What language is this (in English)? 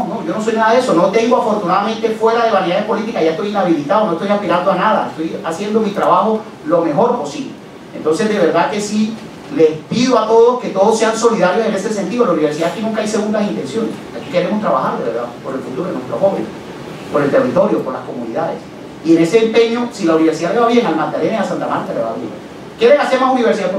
Spanish